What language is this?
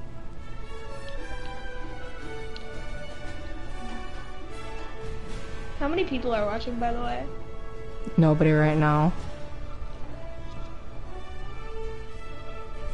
English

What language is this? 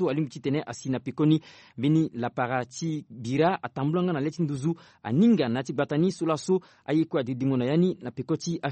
Sango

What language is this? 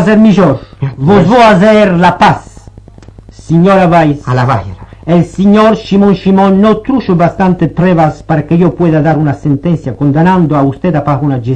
Ladino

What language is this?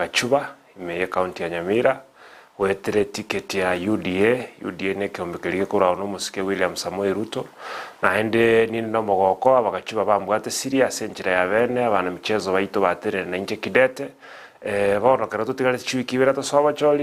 Gusii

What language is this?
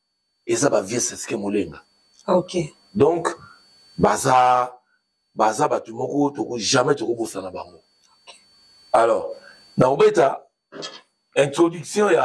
Lingala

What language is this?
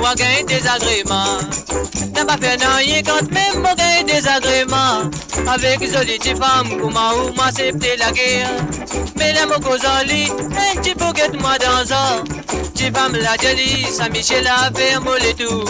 Morisyen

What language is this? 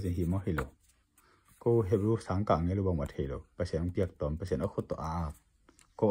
Tedim Chin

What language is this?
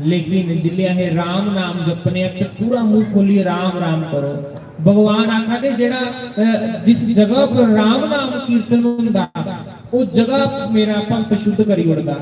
Dogri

